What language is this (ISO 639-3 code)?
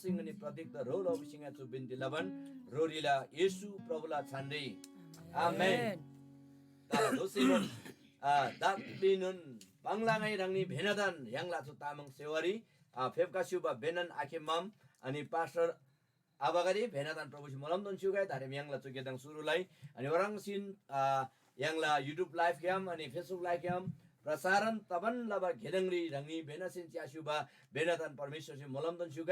taj